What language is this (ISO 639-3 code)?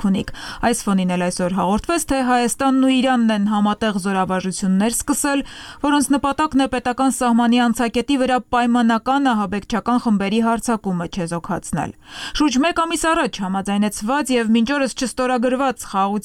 hye